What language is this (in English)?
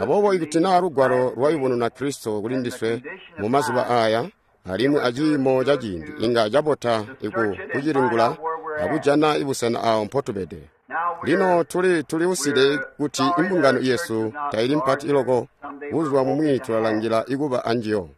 Tonga (Zambia)